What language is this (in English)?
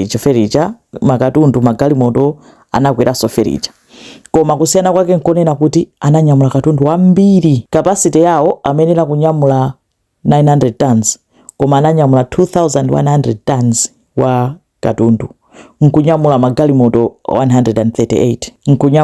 Nyanja